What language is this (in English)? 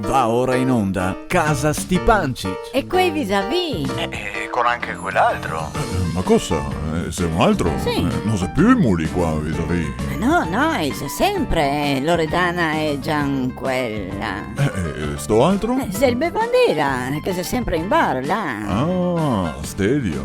Venetian